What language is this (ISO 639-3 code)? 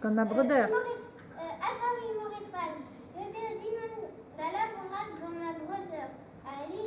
bre